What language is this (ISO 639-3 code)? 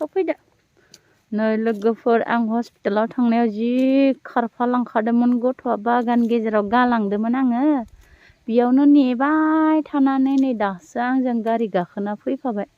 brx